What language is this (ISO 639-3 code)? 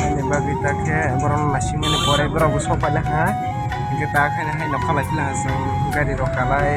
trp